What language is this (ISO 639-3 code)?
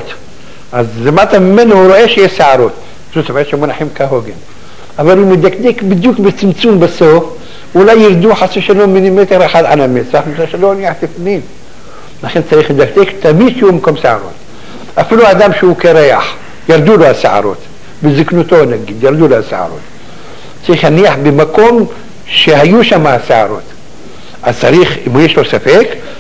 heb